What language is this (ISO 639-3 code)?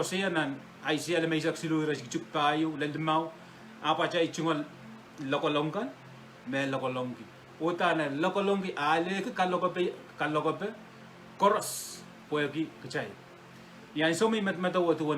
pon